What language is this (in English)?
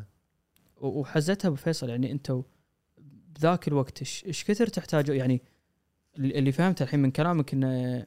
Gulf Arabic